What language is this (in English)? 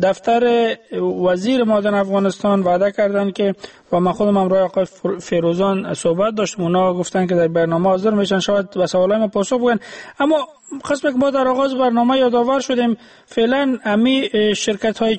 Persian